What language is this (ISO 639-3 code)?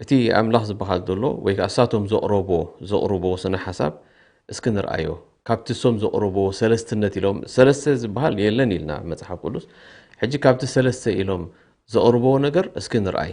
tir